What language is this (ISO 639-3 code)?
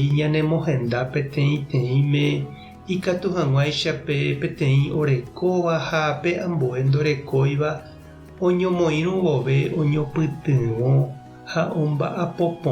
grn